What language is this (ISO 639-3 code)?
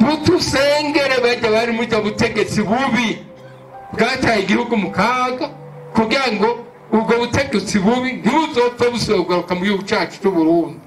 run